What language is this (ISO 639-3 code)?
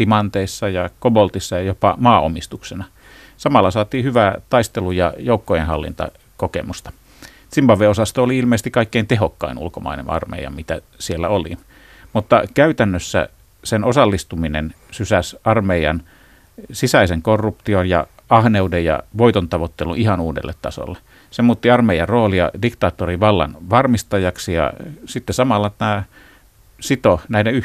fin